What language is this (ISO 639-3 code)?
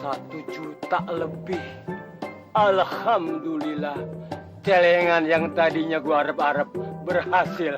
bew